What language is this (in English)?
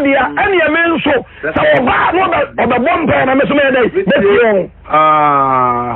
Akan